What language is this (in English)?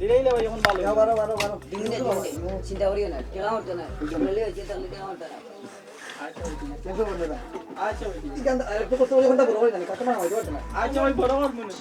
Sylheti